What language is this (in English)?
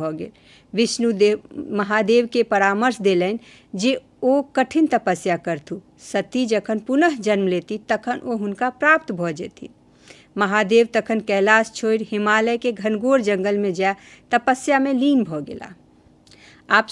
Maithili